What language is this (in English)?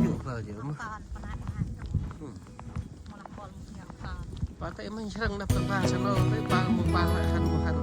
Central Mnong